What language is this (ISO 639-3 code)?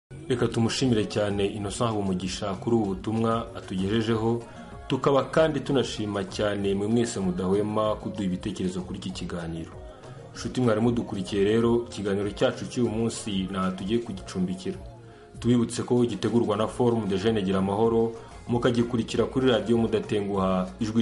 kin